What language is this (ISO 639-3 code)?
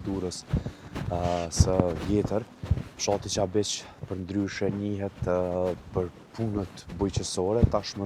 sqi